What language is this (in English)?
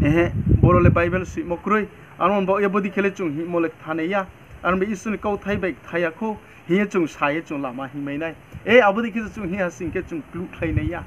Riang (India)